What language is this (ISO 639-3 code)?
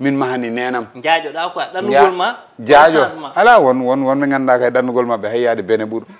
ful